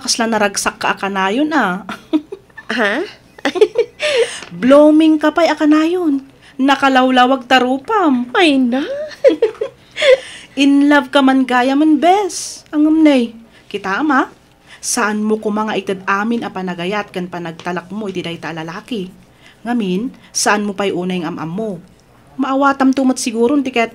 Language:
Iloko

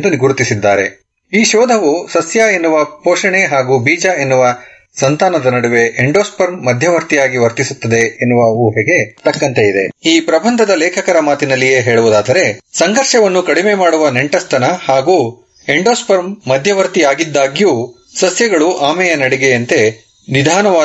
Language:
Kannada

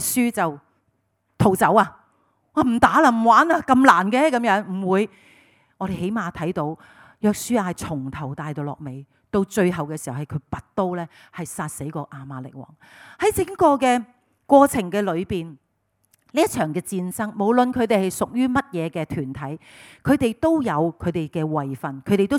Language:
Cantonese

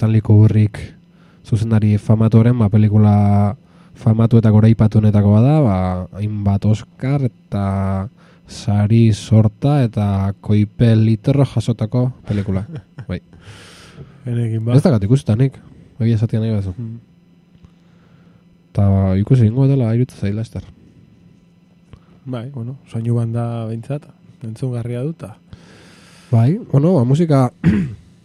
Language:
Basque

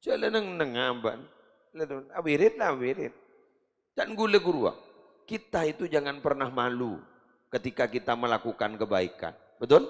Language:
Madurese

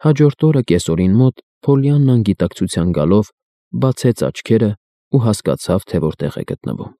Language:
Armenian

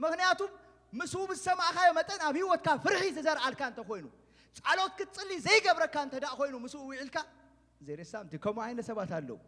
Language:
Tigrinya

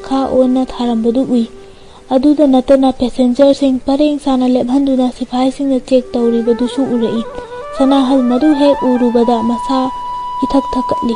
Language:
Manipuri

